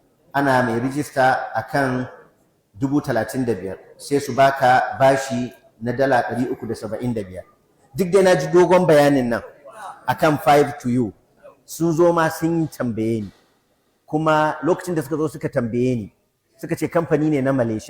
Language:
Hausa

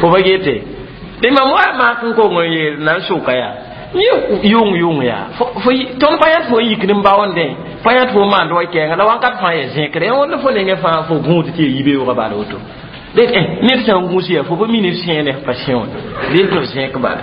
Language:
Mossi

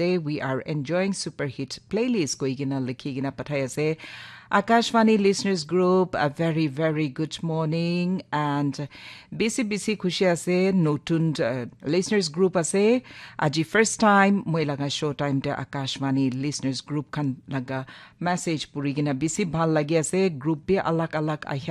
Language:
Naga Pidgin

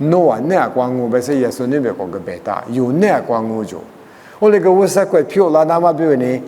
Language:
Lisu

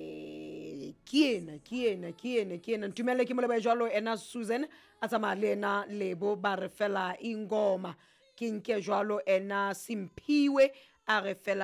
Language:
Southern Sotho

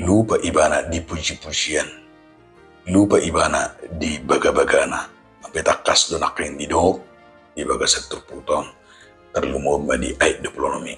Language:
Batak Toba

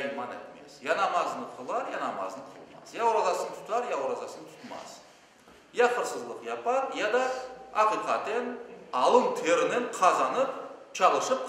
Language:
Crimean Tatar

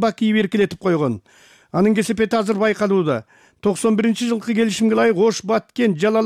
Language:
Kyrgyz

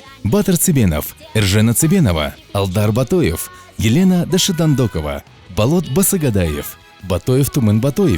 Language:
Buriat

